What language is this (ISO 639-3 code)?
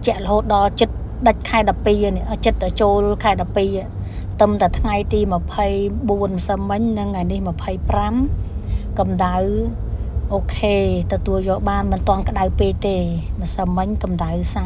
khm